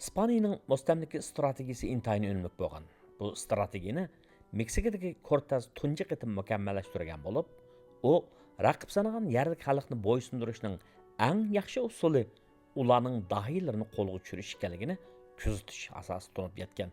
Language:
Uyghur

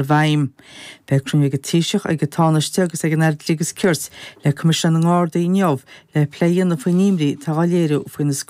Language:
Irish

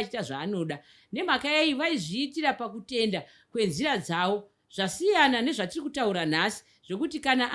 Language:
Shona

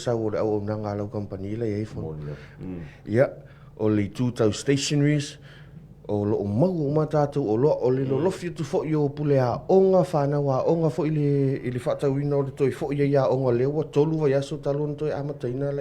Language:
Samoan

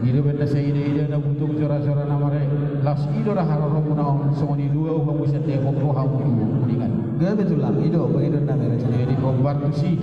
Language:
Batak Toba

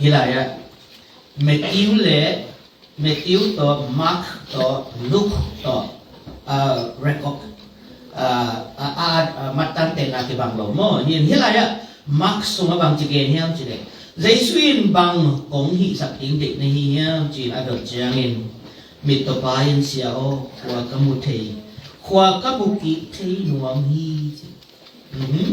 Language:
Tedim Chin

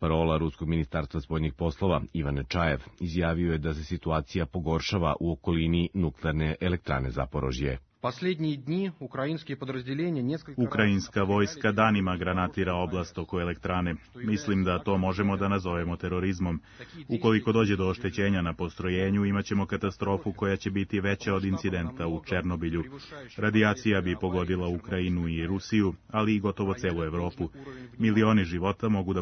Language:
Serbian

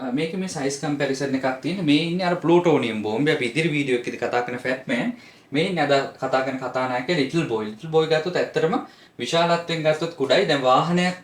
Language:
Sinhala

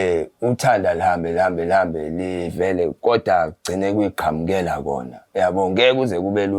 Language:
Zulu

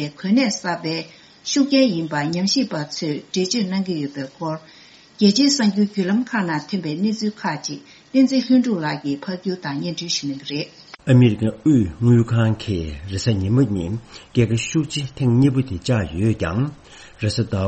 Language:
Tibetan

